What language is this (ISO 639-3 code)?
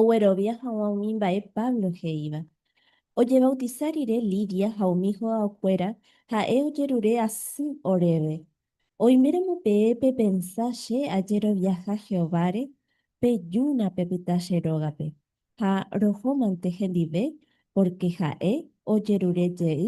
grn